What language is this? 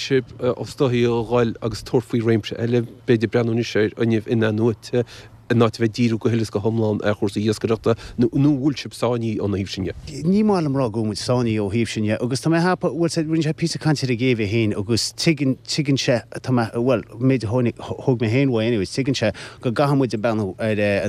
Irish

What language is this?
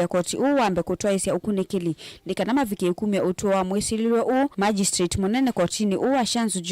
Kamba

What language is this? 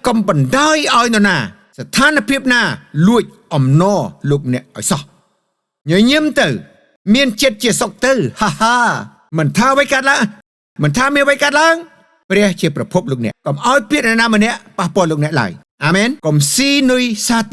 Khmer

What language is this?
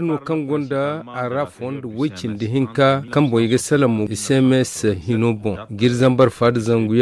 Zarma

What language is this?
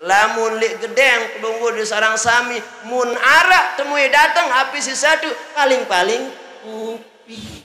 Sasak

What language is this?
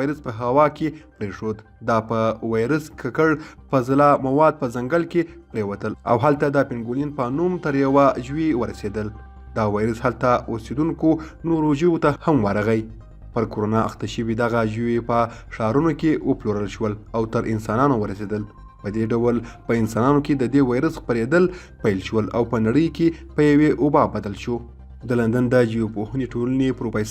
Pashto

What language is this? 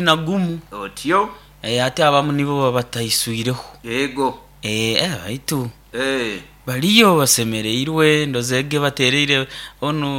Nyoro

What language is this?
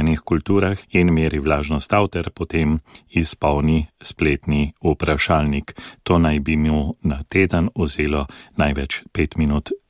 Slovenian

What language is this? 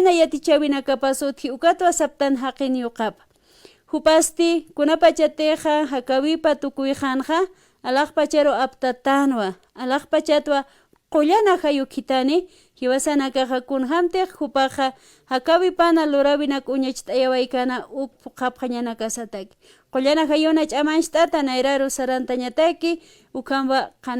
Aymara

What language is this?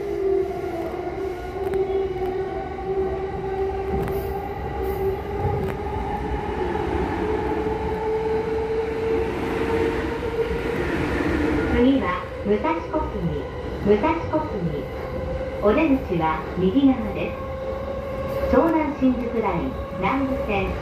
Japanese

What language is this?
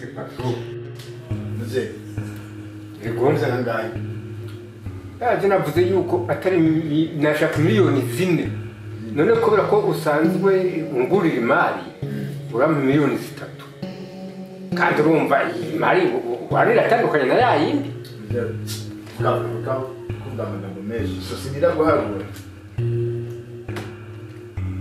Kinyarwanda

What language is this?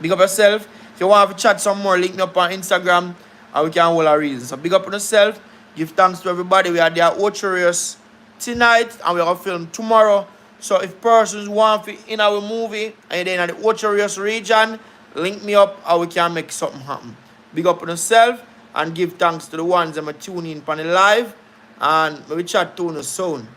Jamaican Creole English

